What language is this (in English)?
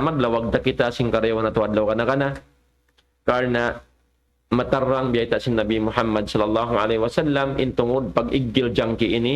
Tausug